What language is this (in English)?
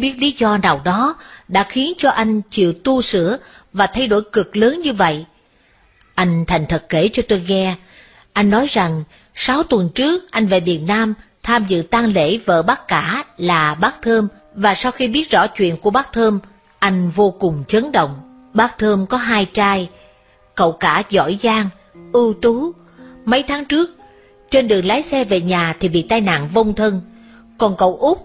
Vietnamese